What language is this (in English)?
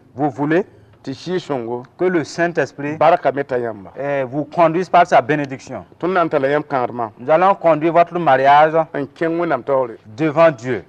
Mossi